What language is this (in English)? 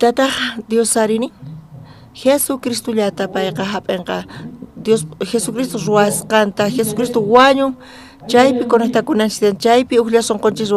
South Bolivian Quechua